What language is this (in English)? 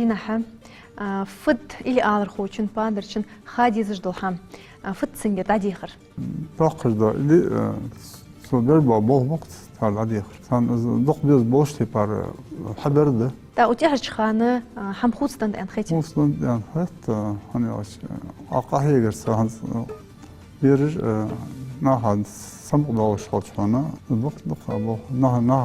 Ingush